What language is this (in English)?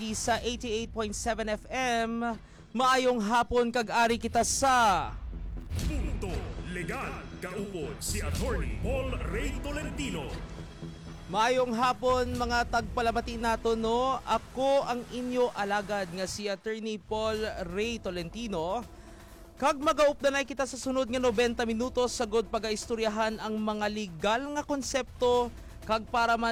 Hiligaynon